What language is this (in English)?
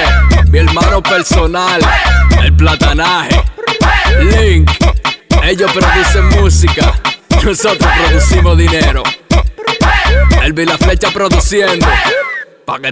Spanish